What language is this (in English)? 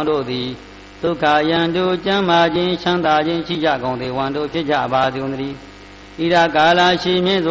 Burmese